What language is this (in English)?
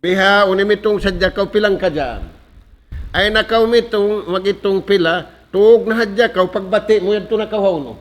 Tausug